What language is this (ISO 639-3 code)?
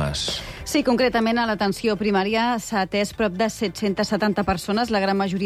cat